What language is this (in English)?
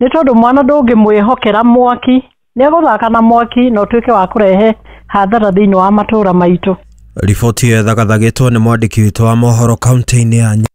Kikuyu